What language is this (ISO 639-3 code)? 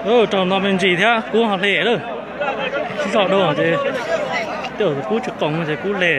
hmn